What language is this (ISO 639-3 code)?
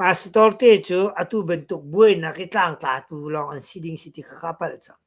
cnh